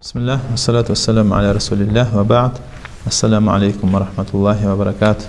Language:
Kumyk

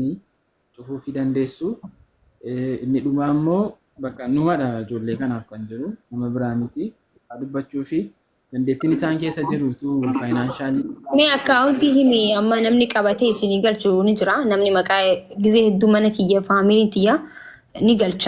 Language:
Oromo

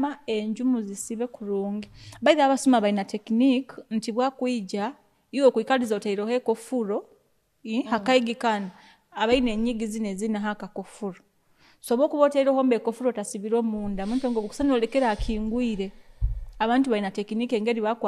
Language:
Nyoro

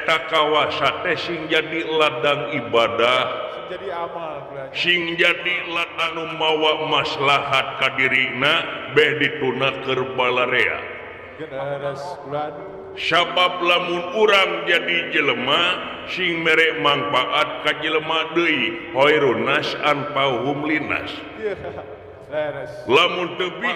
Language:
Sundanese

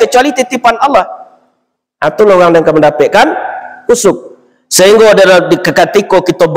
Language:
Minangkabau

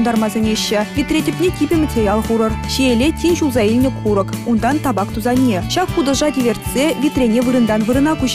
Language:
Chuvash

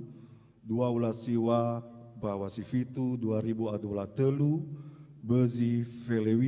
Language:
Nias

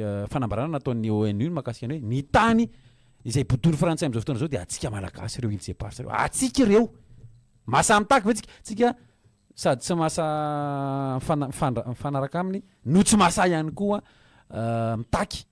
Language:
Malagasy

